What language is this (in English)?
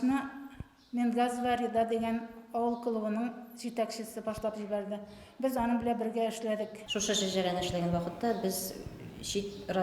Bashkir